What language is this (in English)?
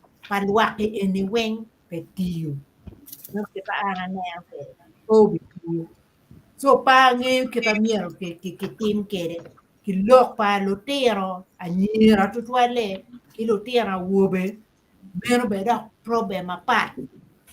Acoli